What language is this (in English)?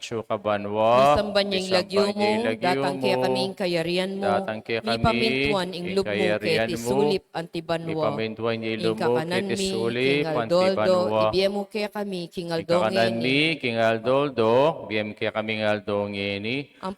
Pampanga